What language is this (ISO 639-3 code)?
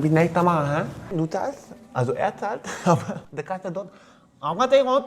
gsw